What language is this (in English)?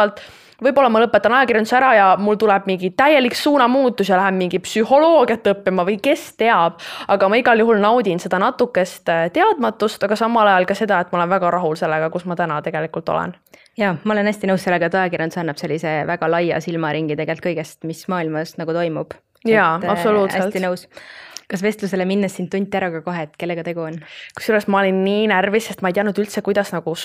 Estonian